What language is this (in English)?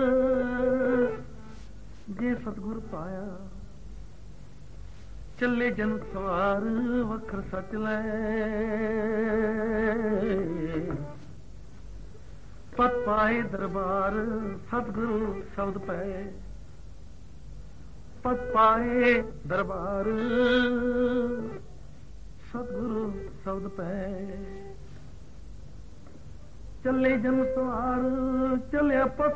Punjabi